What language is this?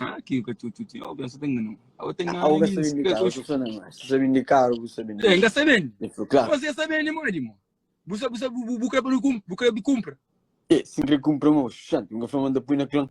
Kabuverdianu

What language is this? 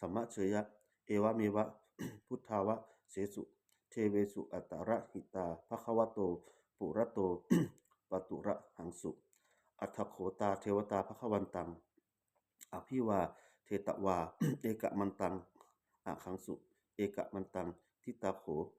Pali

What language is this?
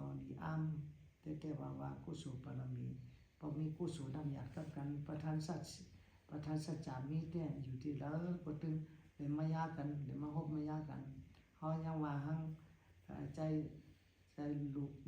Shan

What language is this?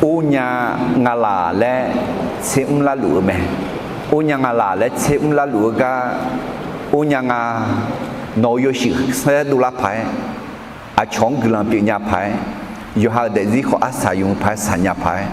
Akha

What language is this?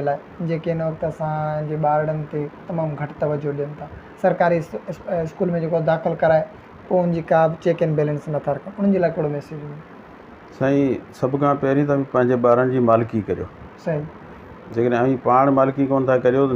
Sindhi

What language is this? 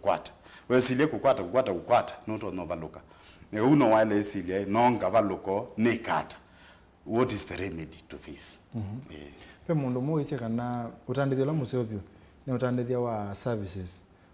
Kamba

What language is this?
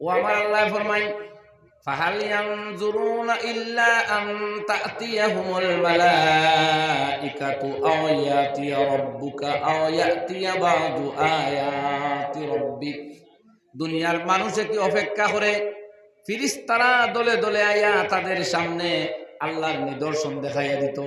Sylheti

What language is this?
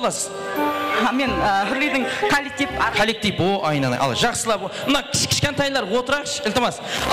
Kara-Kalpak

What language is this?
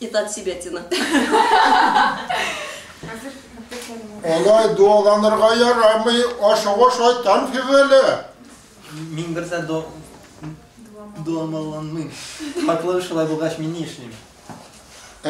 Tatar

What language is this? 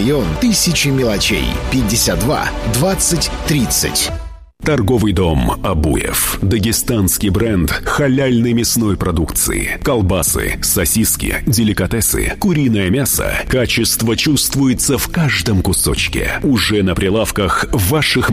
Russian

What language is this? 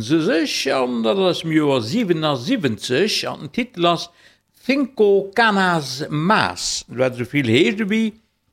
Luxembourgish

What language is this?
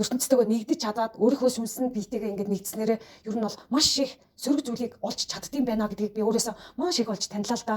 Mongolian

